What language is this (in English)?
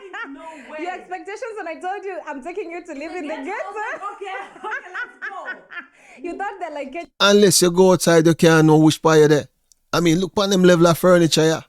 Jamaican Creole English